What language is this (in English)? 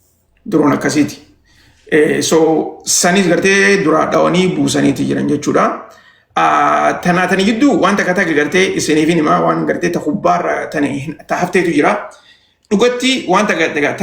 Oromo